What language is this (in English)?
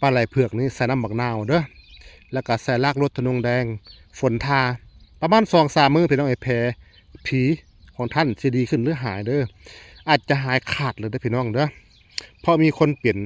Northeastern Thai